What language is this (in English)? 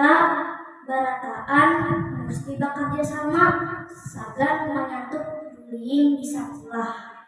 Banjar